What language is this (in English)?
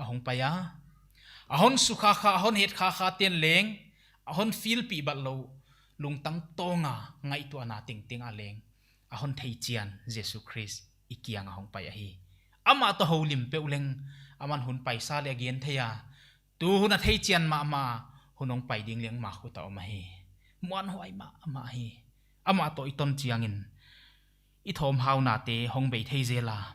Paite Chin